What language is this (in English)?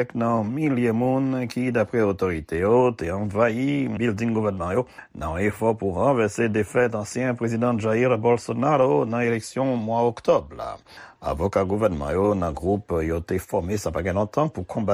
Haitian Creole